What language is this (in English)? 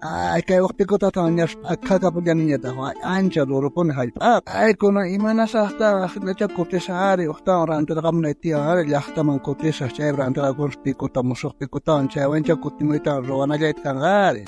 South Bolivian Quechua